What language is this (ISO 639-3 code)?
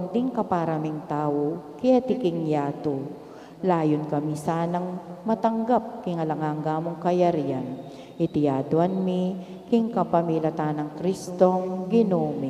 pam